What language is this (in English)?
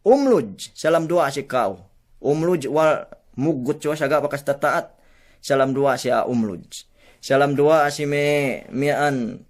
Yakan